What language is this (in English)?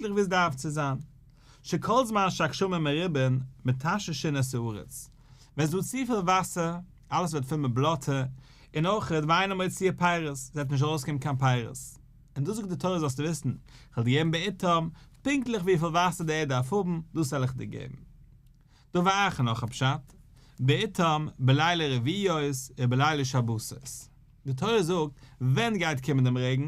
Yiddish